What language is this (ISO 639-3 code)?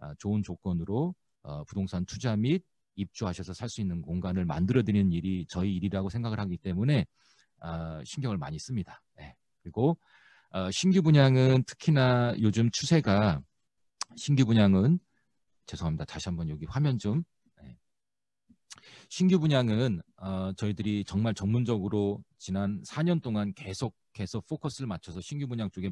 kor